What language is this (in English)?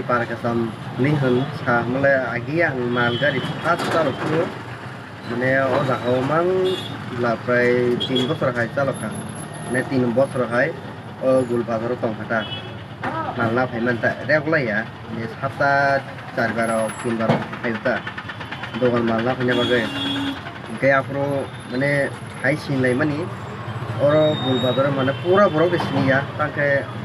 Kok Borok